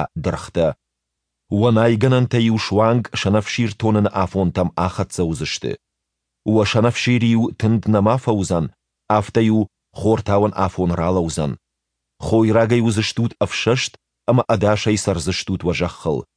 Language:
Ossetic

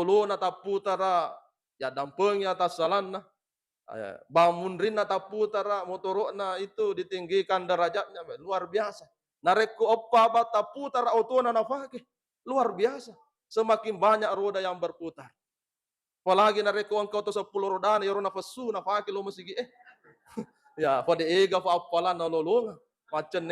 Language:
Buginese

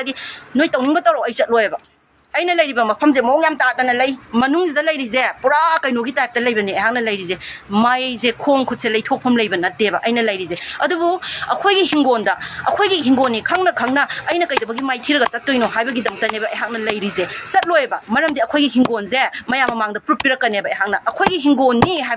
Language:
Manipuri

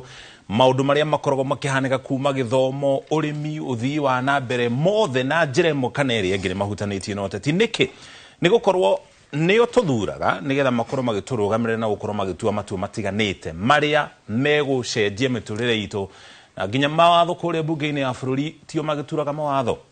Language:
Kikuyu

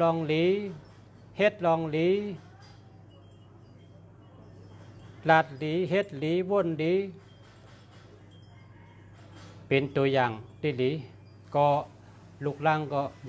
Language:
Shan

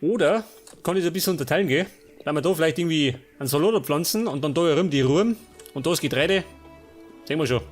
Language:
Bavarian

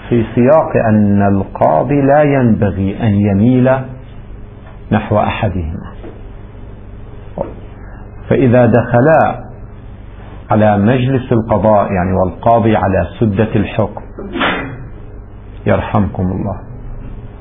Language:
Arabic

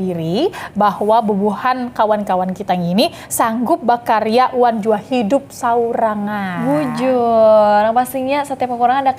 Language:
Banjar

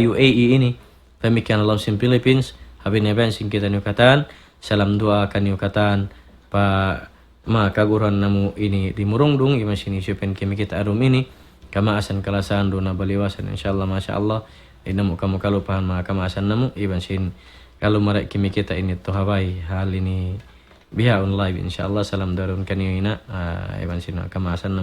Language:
Tausug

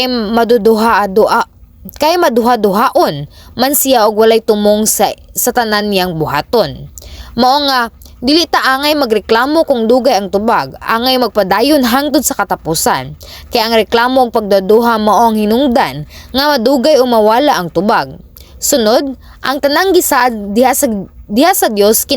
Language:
Cebuano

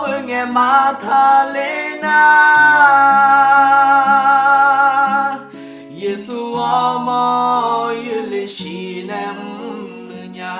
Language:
Akha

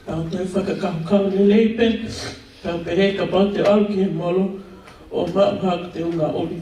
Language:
Tongan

